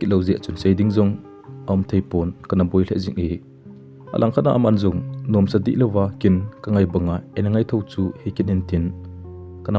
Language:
Thado Chin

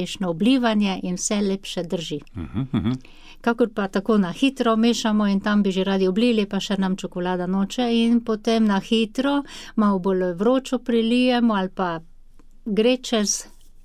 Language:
Slovenian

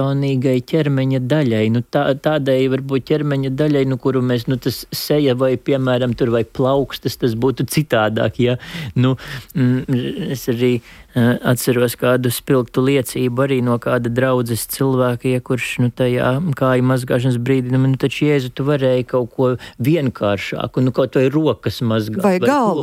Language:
Latvian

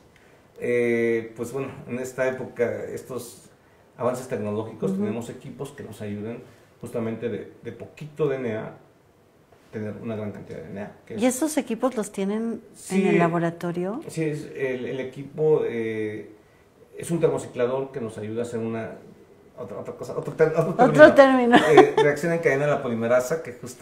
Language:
Spanish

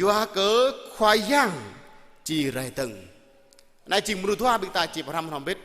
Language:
Jarai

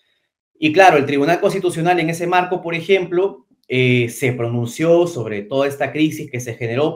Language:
Spanish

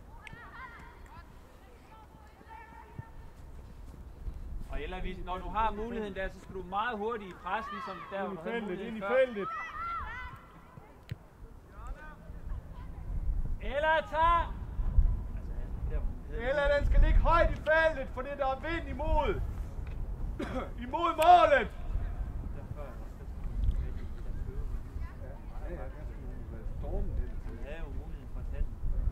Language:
Danish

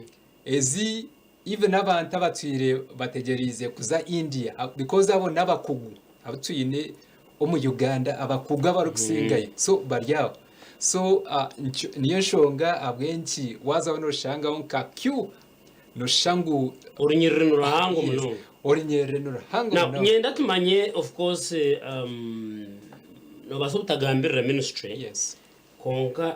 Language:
Nyankole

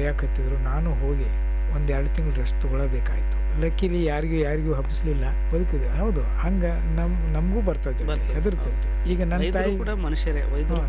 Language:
Kannada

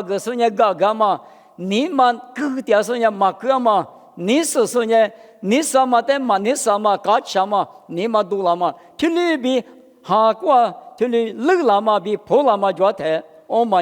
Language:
Lisu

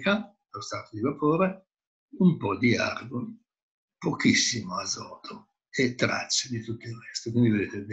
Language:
Italian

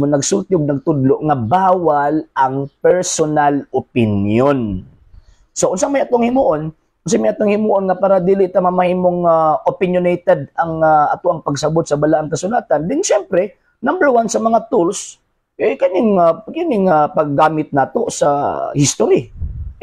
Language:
Cebuano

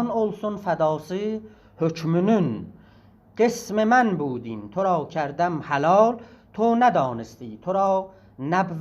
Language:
South Azerbaijani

